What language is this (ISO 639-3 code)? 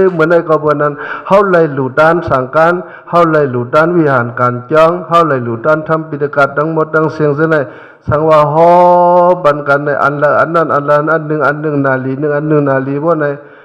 shn